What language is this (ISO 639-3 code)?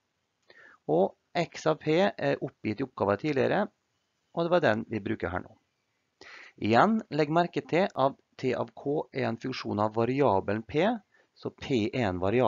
nor